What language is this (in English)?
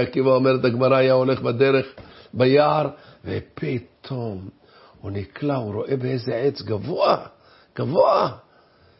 Hebrew